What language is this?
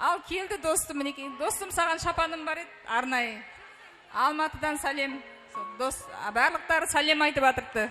Kara-Kalpak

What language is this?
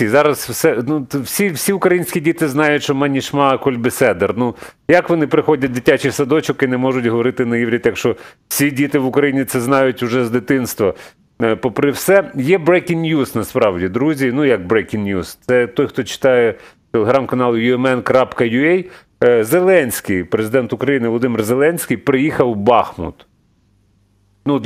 Ukrainian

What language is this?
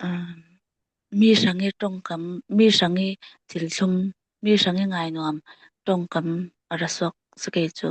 Falam Chin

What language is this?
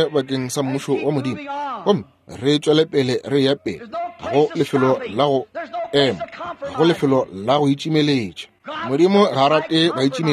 Northern Sotho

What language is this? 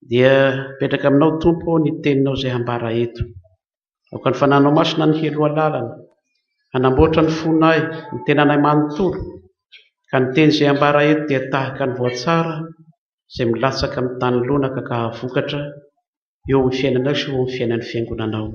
Malagasy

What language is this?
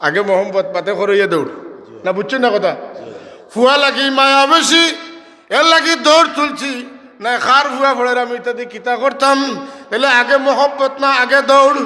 Sylheti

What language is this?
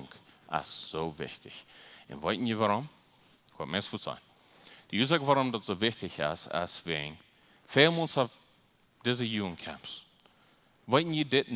Plautdietsch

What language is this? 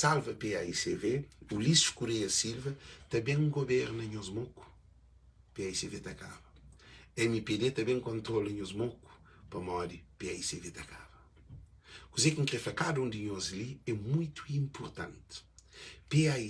Kabuverdianu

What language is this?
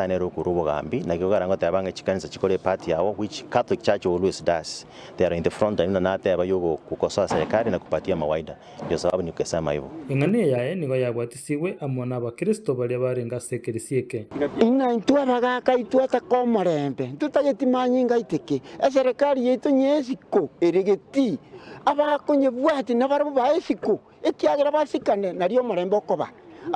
Gusii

